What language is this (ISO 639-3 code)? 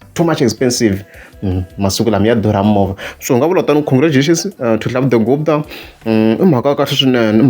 tso